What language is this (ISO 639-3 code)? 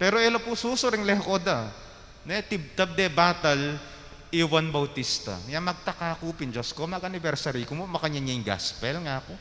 pam